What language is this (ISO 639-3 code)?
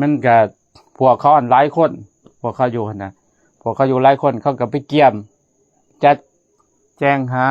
lao